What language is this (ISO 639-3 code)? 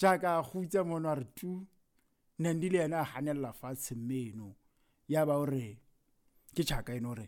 sot